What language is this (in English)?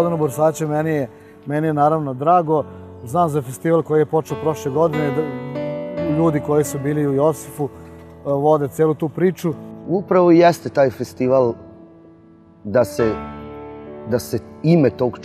Serbian